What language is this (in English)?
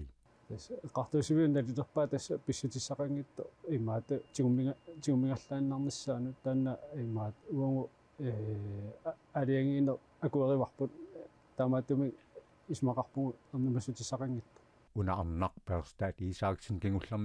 Kalaallisut